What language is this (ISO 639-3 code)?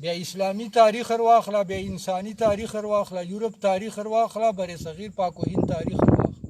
pus